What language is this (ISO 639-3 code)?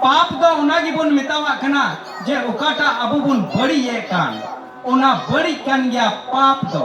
sat